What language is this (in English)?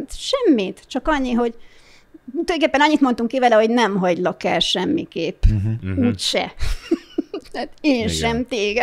Hungarian